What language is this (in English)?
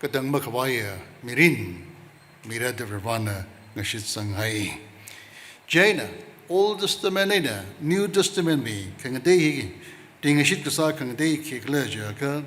Tangkhul Naga (India)